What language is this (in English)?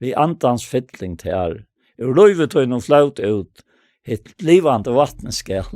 Faroese